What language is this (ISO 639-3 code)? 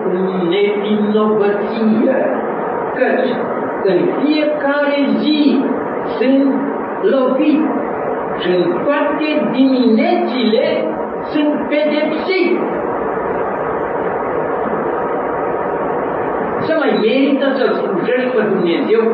ron